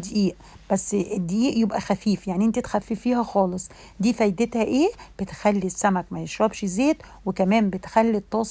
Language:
Egyptian Arabic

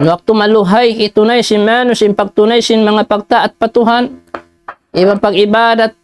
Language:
Tausug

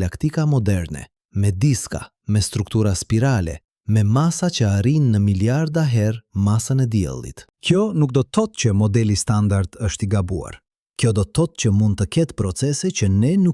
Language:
Albanian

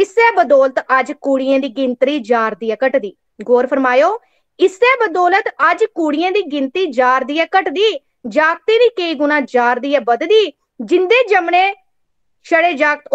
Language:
Dogri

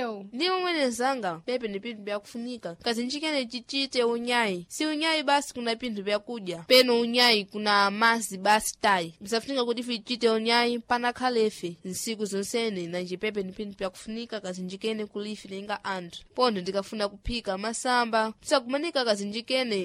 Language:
Sena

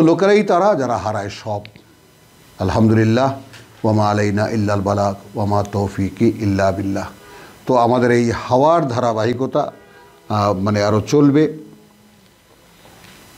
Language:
Bangla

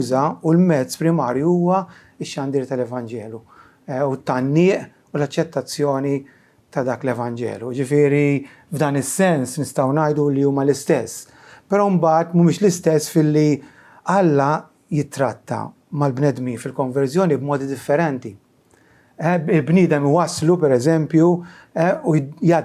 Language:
Maltese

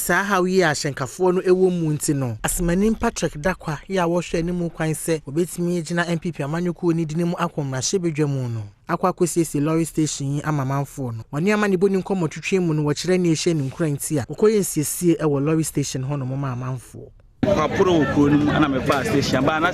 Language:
Akan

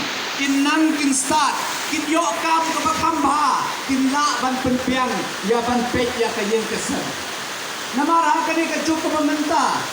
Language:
Khasi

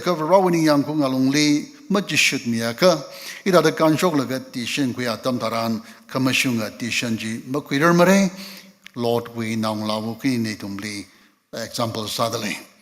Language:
Tangkhul Naga (India)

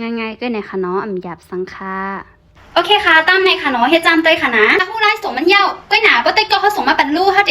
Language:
Shan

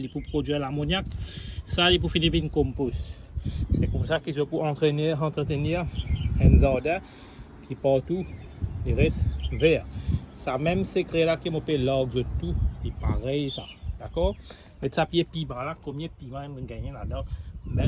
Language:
Morisyen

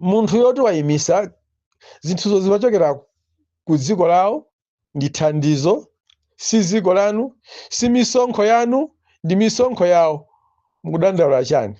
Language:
Nyanja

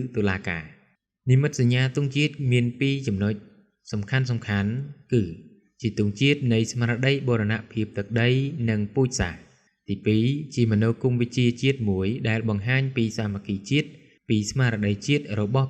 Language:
Khmer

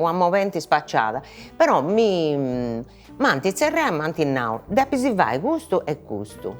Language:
Sardinian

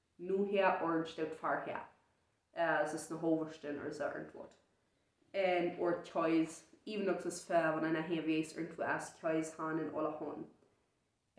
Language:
Plautdietsch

